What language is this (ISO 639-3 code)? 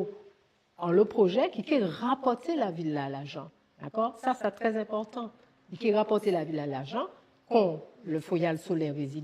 gcf